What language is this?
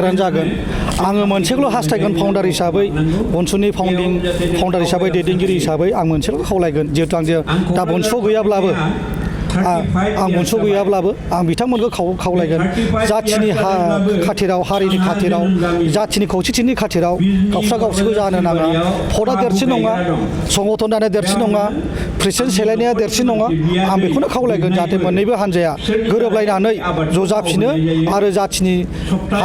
Bodo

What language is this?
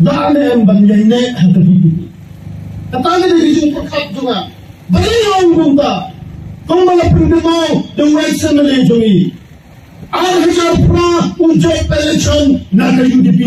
Khasi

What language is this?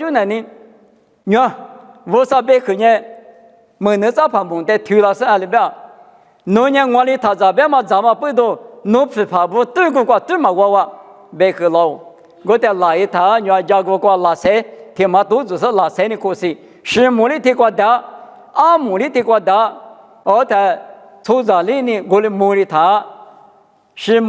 Lisu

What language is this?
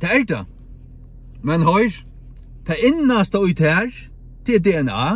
Faroese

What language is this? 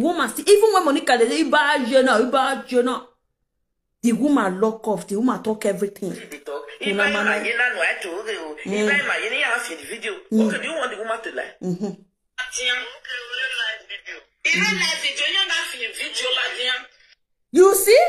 Nigerian Pidgin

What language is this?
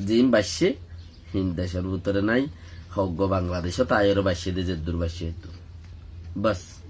Rohingya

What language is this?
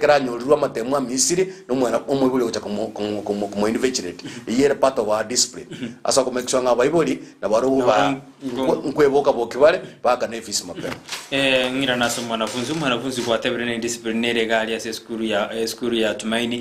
Gusii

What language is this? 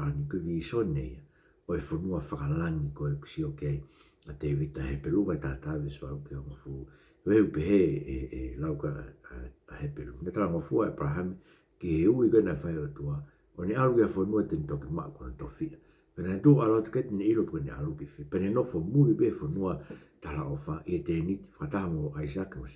Tongan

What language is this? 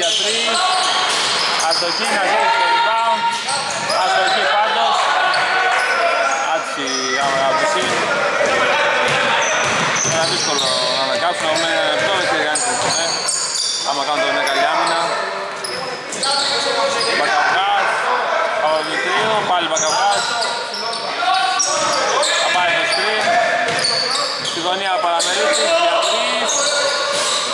Greek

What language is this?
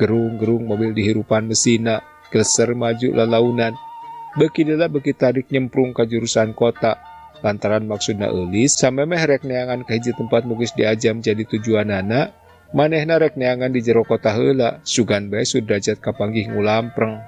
Sundanese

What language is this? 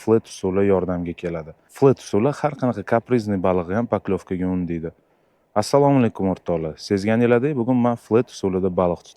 Uzbek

